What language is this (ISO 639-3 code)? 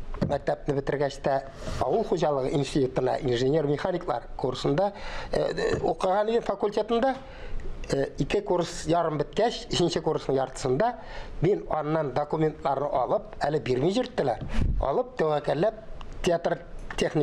tat